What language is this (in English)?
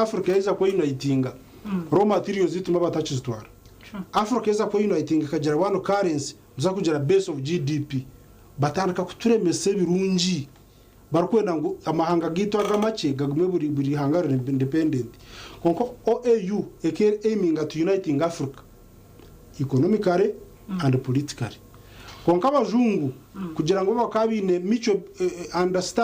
Nyankole